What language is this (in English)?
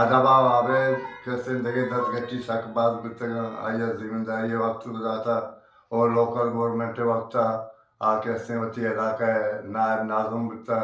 Eastern Balochi